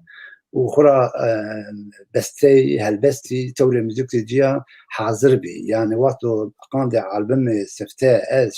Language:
Zaza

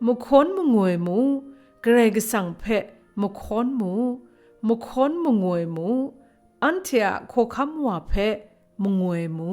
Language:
Kachin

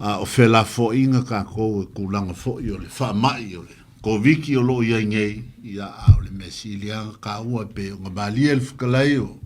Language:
Samoan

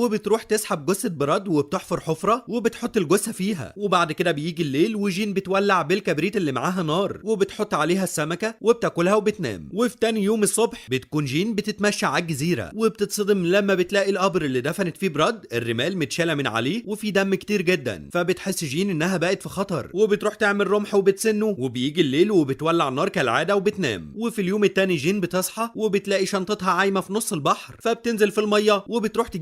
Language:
Egyptian Arabic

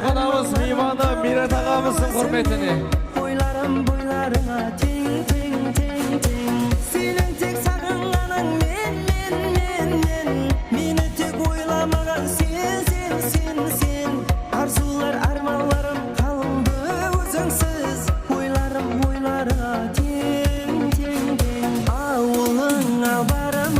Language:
Kara-Kalpak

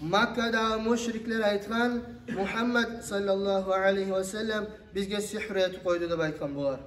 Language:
Kumyk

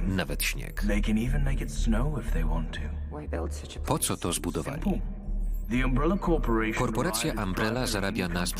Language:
Polish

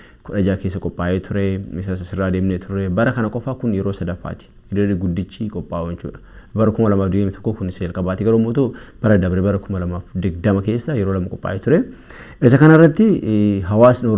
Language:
Oromo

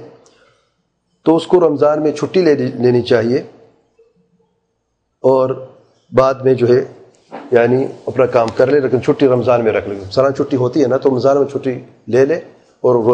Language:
Urdu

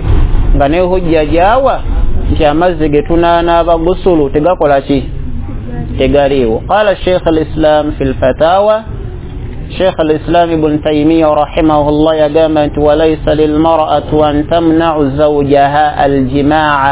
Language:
Ganda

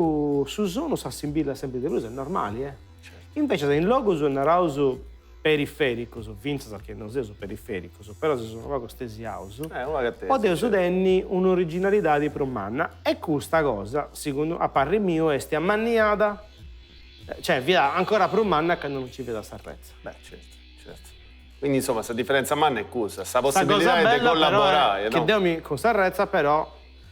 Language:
Sardinian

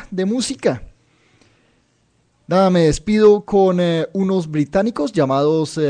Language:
Spanish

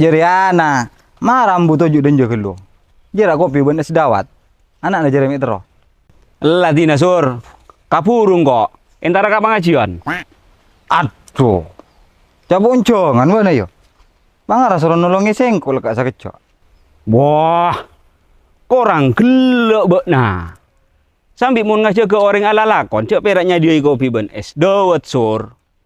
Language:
Madurese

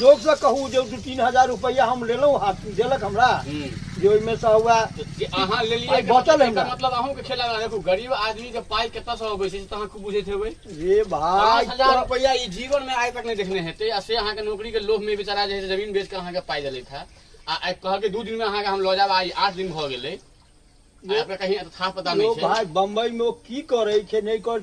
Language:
Maithili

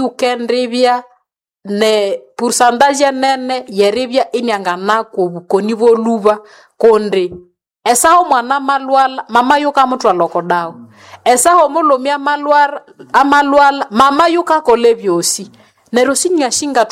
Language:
Nande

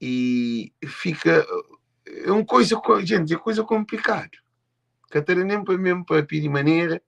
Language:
Kabuverdianu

